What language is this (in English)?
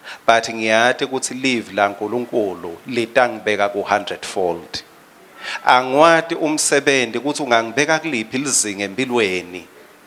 Swati